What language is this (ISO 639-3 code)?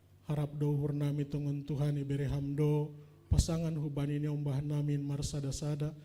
bts